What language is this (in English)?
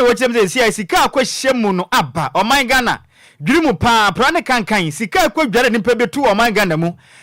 Akan